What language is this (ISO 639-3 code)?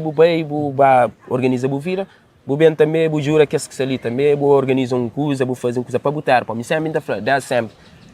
kea